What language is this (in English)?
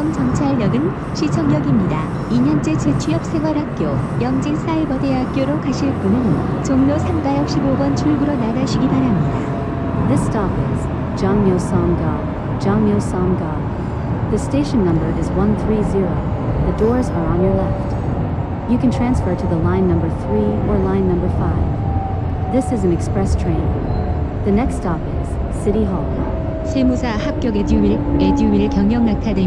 Korean